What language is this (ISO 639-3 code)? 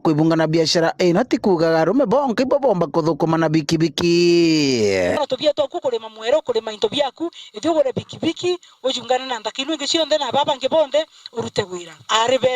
mer